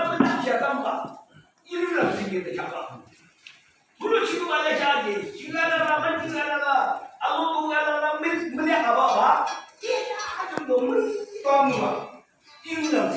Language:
Yimchungru Naga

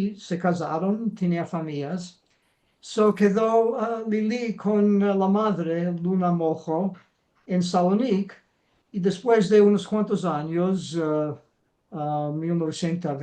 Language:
Ladino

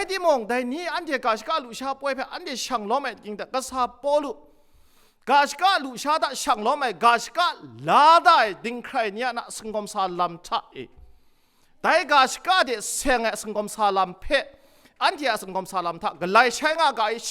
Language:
Kachin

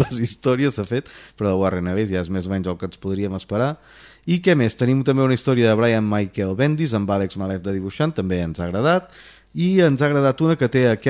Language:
Catalan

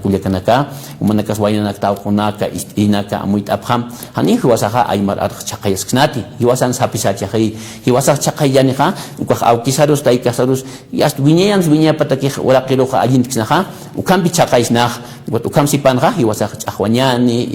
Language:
Aymara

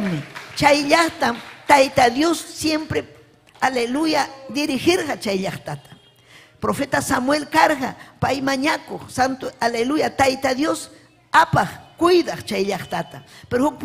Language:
Ayacucho Quechua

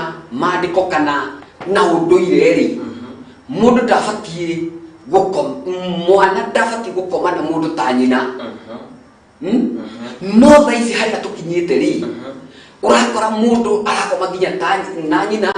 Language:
Kikuyu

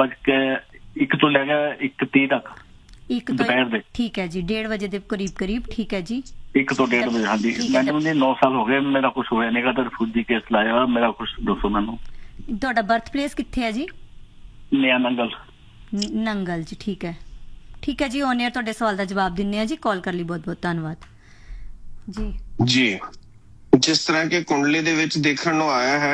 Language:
Punjabi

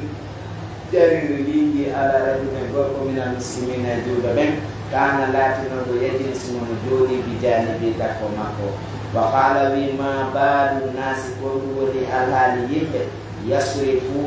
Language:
Pular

